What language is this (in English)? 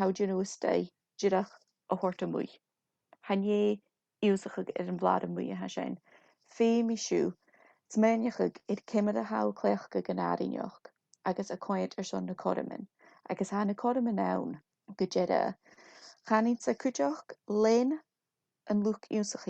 Scottish Gaelic